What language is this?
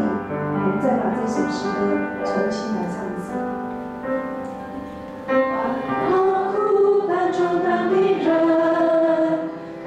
Chinese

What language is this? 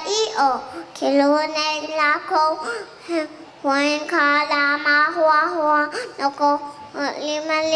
Hawaiian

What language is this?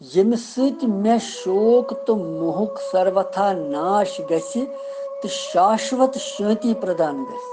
Kashmiri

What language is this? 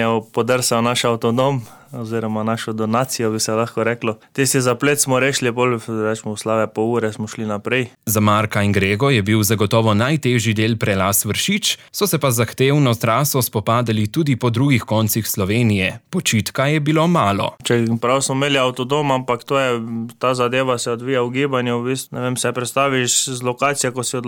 Slovenian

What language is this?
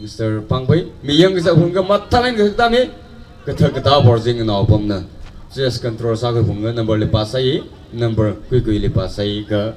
Tangkhul Naga (India)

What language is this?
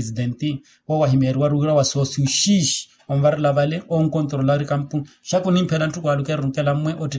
Makhuwa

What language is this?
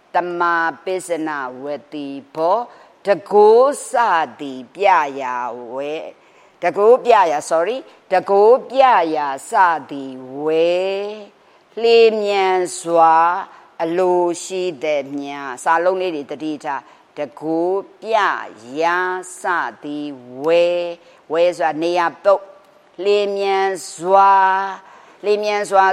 Burmese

